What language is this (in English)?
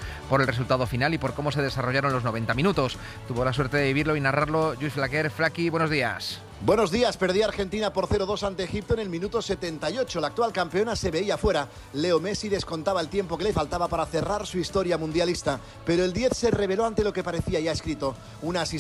Spanish